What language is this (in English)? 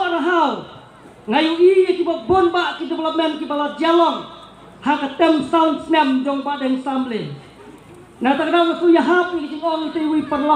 Khasi